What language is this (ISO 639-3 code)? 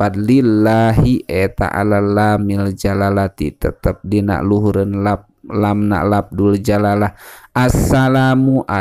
sun